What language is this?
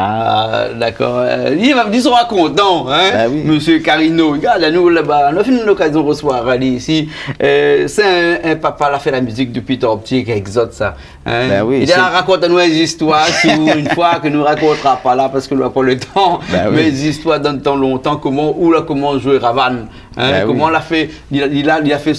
Réunion Creole French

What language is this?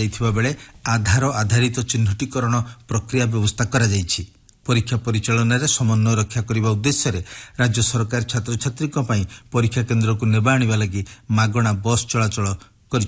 Odia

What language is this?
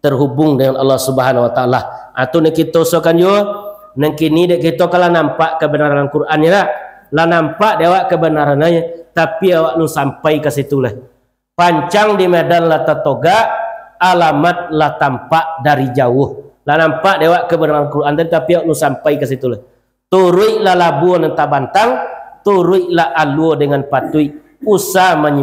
Minangkabau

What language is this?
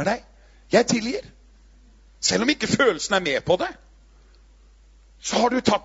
Norwegian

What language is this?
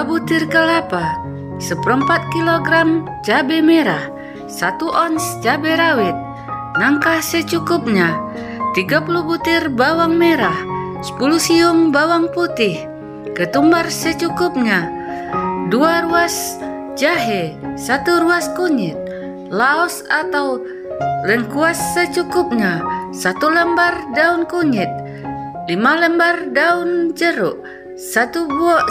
Minangkabau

